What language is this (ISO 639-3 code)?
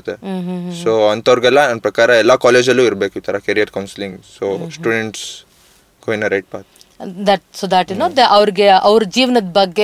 kan